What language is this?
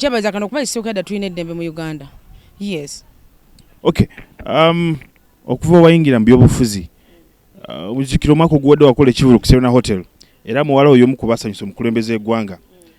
Ganda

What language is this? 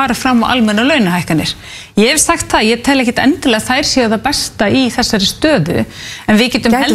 Icelandic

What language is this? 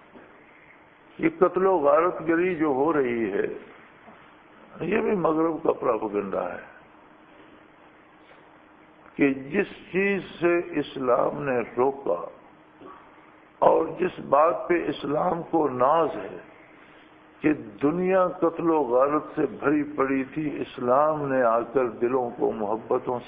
Urdu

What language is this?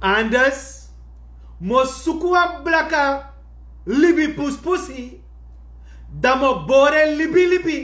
Sranan Tongo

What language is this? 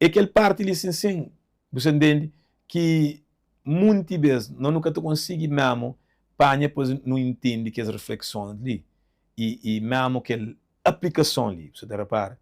Kabuverdianu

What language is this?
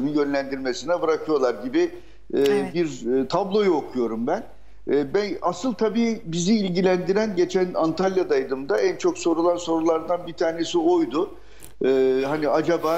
Turkish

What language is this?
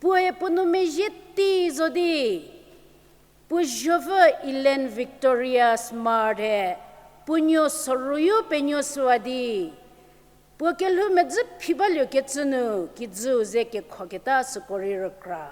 Angami Naga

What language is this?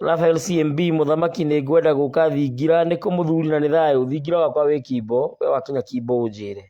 Kikuyu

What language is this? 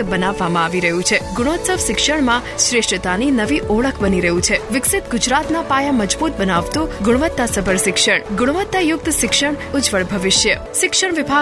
Gujarati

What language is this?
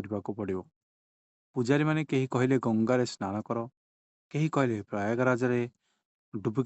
Odia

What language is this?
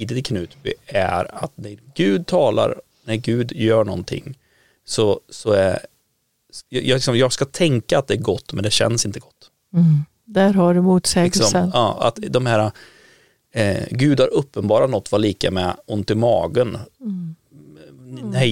Swedish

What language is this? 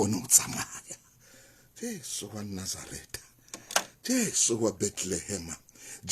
Southern Sotho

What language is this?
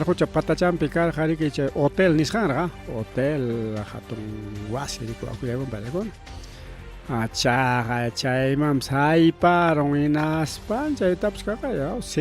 Ayacucho Quechua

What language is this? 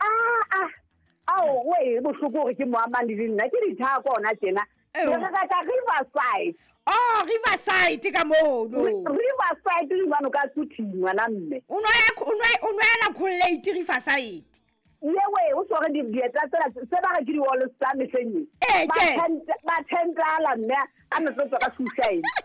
Southern Sotho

